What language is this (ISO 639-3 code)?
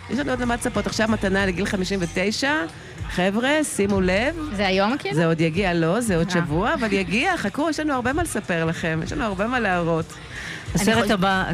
heb